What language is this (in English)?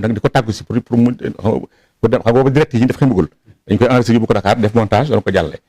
Wolof